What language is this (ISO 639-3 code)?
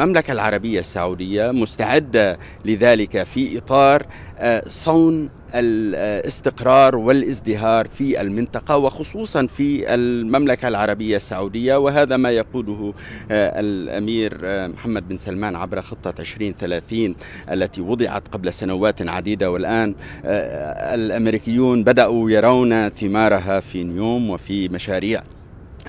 ara